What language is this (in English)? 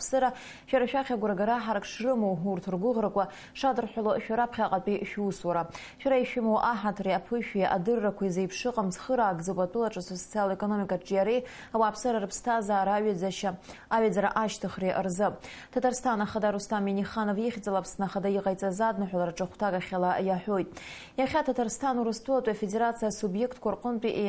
Abkhazian